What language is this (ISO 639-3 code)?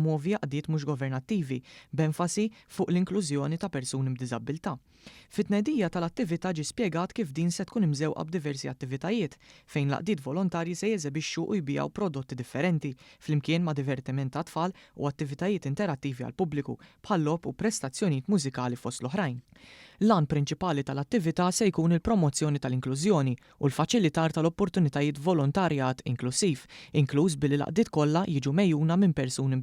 mlt